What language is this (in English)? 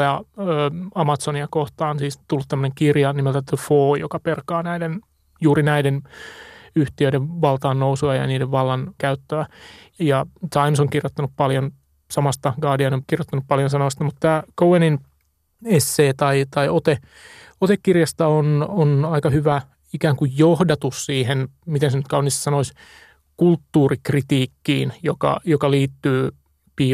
Finnish